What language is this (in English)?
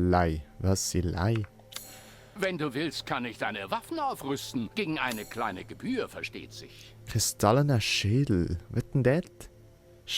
Swiss German